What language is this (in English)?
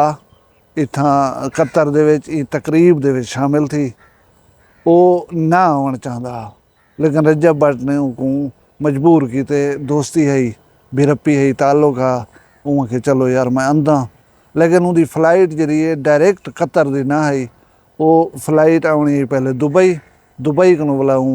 Saraiki